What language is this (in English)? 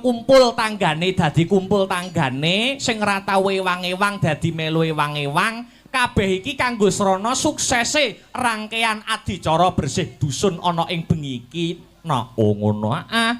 Javanese